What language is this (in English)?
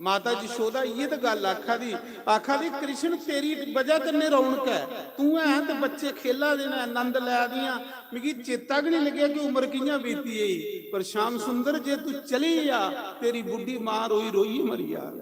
Dogri